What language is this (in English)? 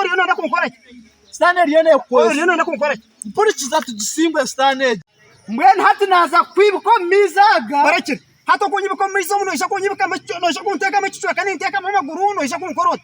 Nyankole